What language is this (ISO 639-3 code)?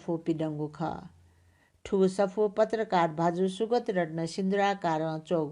new